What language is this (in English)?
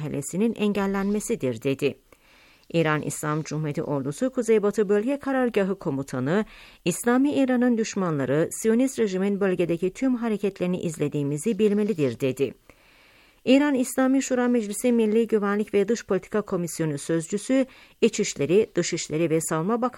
Turkish